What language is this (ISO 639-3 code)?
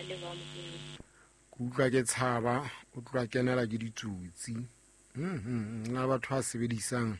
sot